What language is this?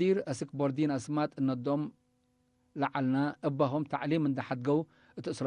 Tigre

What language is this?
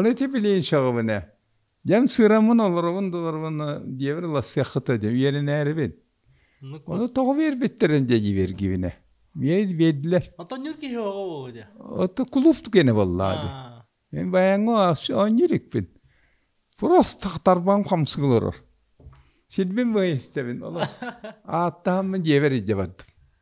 Yakut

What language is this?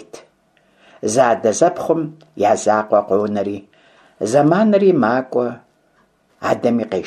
Kabardian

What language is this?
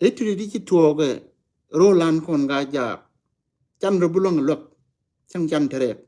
Nuer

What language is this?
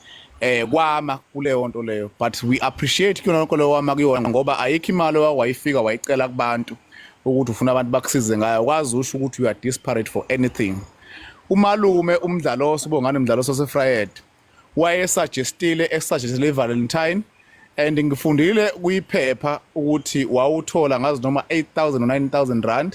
Zulu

